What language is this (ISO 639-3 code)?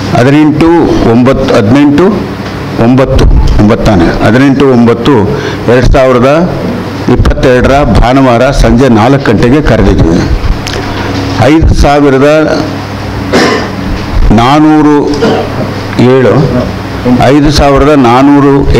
kan